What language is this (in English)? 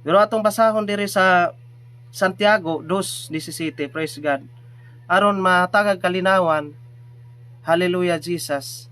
Cebuano